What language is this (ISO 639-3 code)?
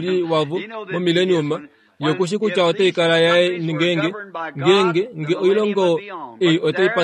kua